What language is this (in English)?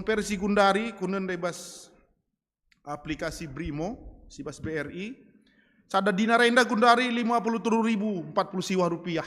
Batak Karo